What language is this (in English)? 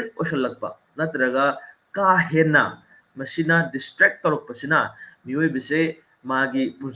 Manipuri